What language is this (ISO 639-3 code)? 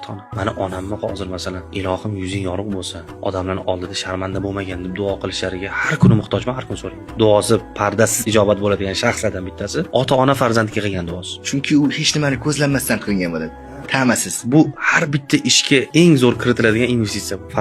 uzb